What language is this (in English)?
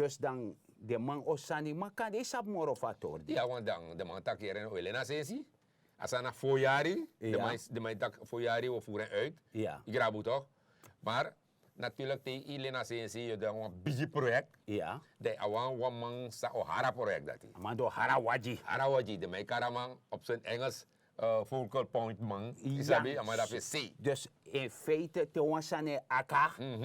Sranan Tongo